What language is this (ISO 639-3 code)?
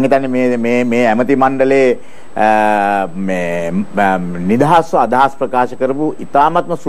sin